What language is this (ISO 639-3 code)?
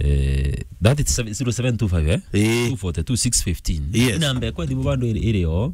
mer